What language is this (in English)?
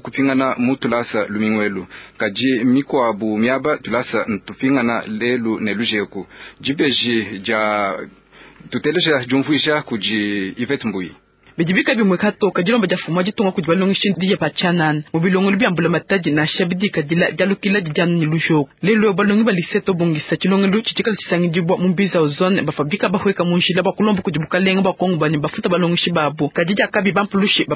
Luba-Lulua